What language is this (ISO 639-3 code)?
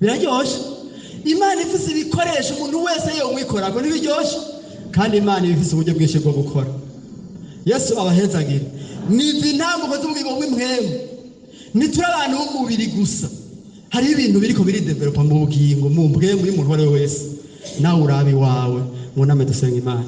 run